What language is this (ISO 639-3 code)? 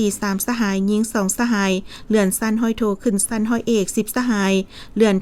lao